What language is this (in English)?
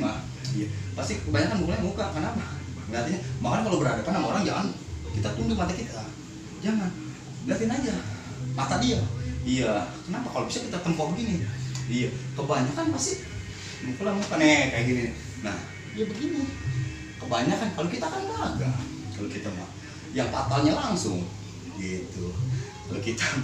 Betawi